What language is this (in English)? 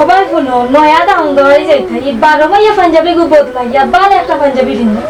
Sylheti